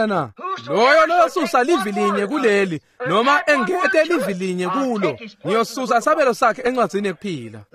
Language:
Swati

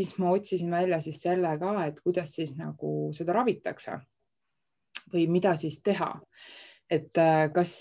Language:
Estonian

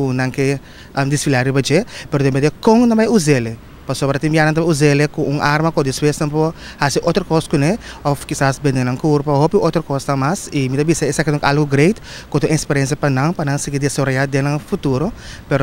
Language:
Papiamento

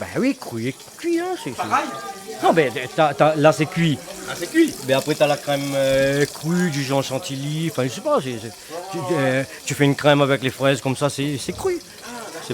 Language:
Réunion Creole French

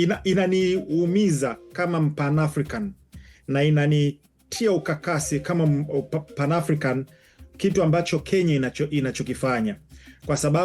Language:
Swahili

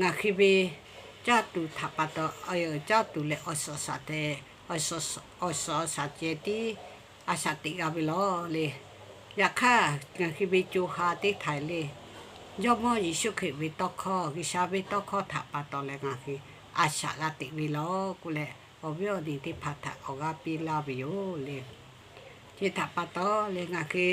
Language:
Lahu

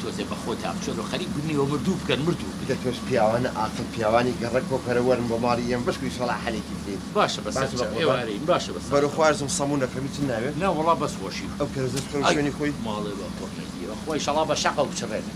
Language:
Central Kurdish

